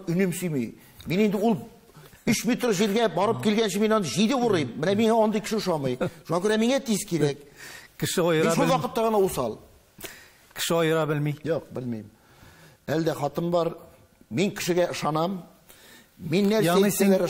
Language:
Tatar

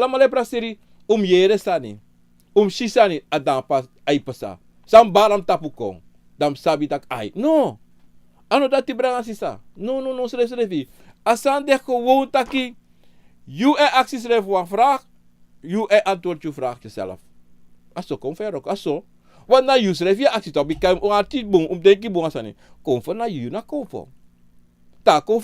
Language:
Sranan Tongo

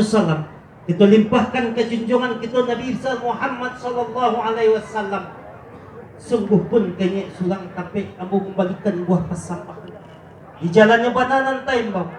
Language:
Minangkabau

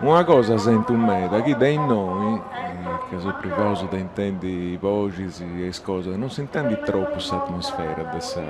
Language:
Sardinian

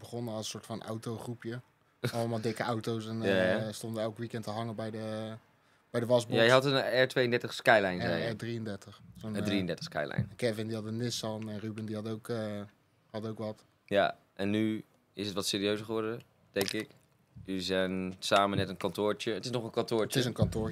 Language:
Dutch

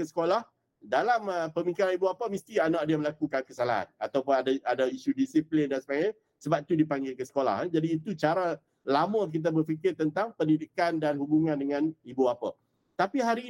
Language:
Malay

